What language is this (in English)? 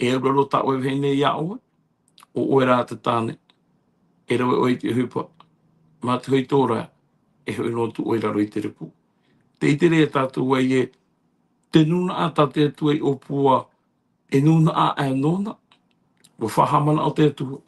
Tahitian